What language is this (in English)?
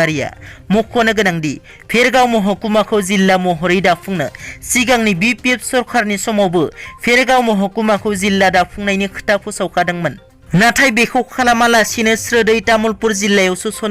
Bodo